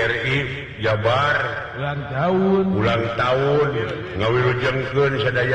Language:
Sundanese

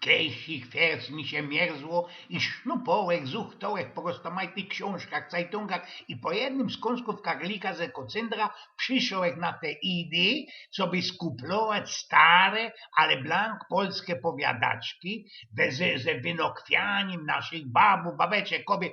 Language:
Silesian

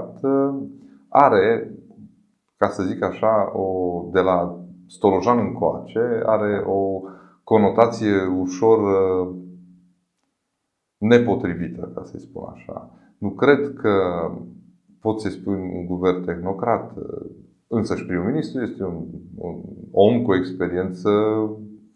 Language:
Romanian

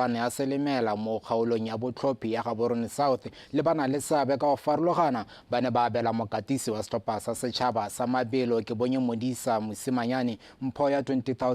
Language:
Tswana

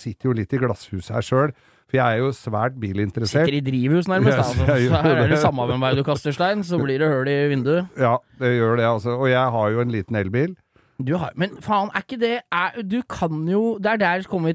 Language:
Norwegian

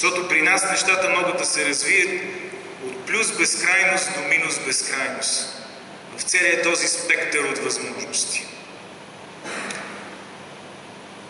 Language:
Bulgarian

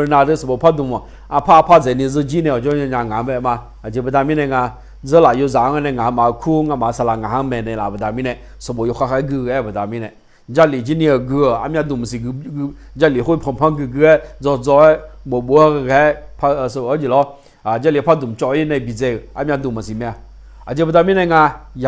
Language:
Akha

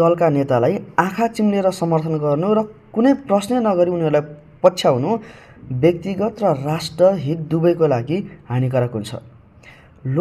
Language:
Nepali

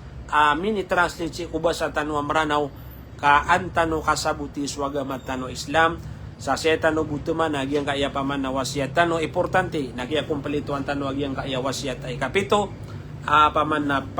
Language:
Maranao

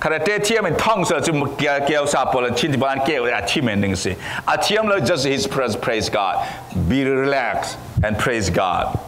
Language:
Falam Chin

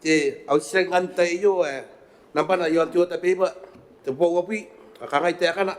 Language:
Gilbertese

